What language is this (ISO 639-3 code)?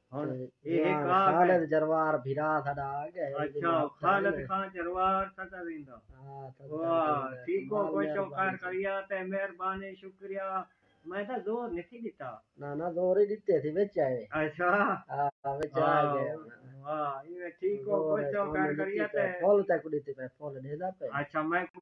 skr